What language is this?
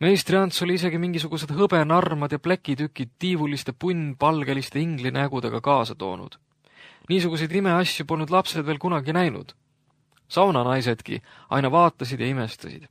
Estonian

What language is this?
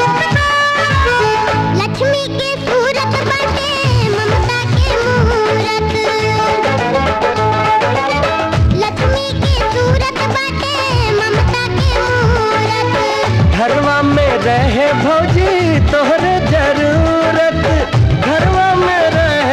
Bhojpuri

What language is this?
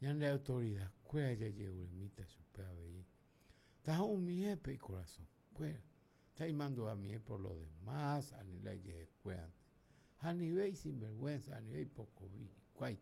Guarani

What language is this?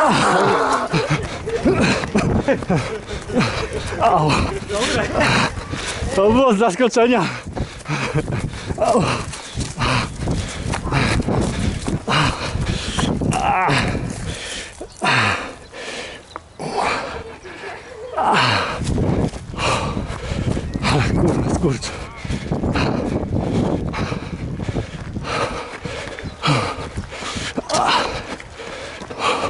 Polish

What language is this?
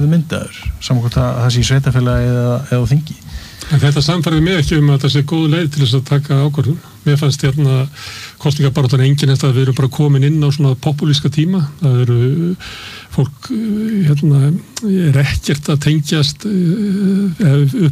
Icelandic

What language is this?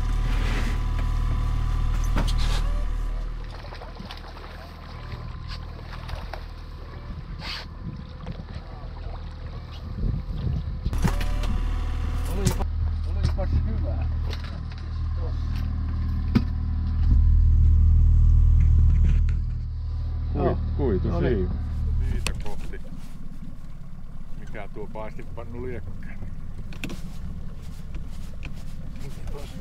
Finnish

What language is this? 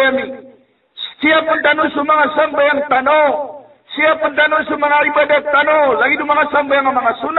Maranao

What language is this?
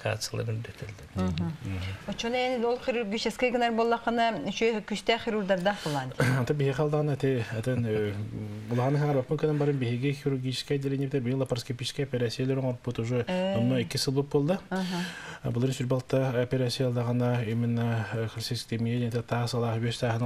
Yakut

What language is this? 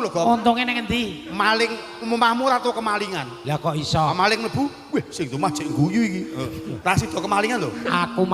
Javanese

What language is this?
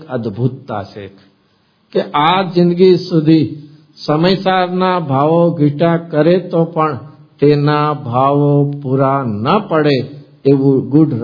Gujarati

